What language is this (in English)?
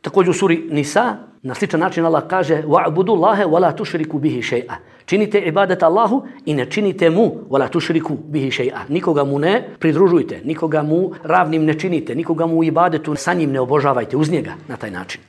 Bosnian